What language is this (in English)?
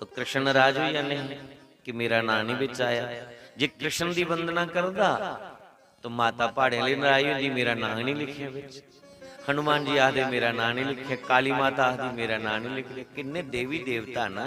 Dogri